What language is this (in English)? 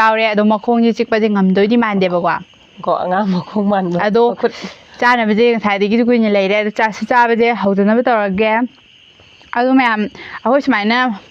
Manipuri